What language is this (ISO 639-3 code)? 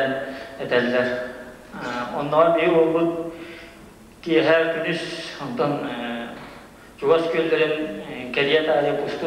sah